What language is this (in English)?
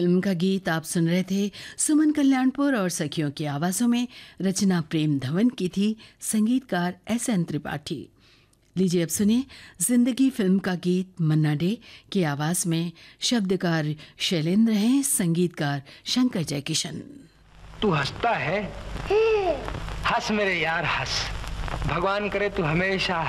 Hindi